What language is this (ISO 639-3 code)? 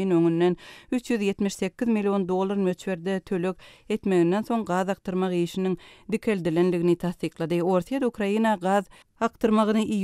tuk